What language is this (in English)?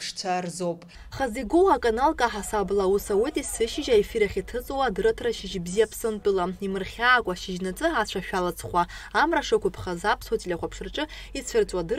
Abkhazian